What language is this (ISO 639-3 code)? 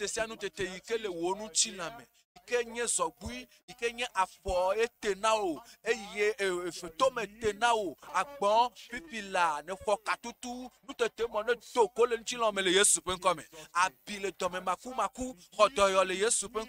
ewe